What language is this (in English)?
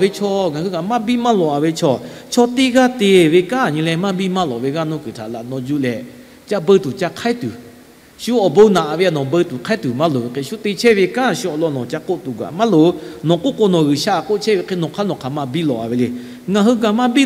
Lahu